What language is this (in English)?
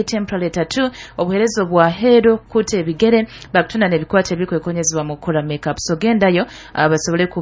Nyoro